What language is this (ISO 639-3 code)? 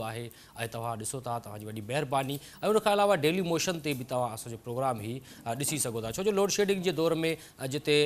snd